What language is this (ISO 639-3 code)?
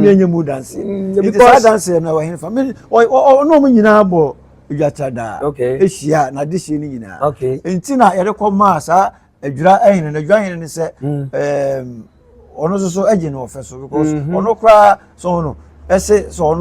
aka